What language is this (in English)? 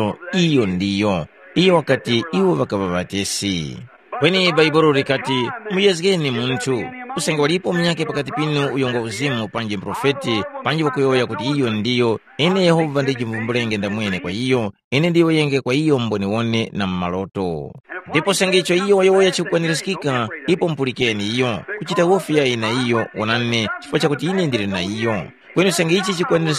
Tumbuka